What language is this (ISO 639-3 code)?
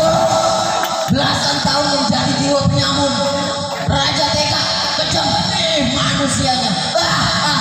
bew